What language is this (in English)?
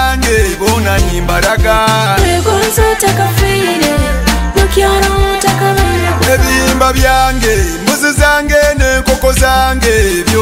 Tooro